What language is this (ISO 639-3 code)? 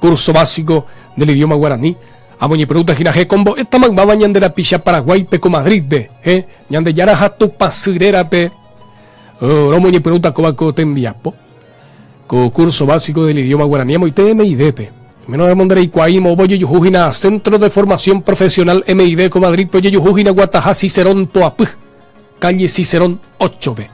grn